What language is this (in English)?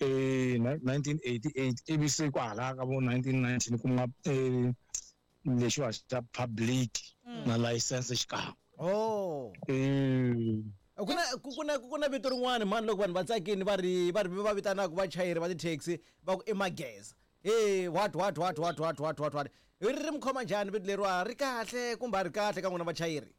Tsonga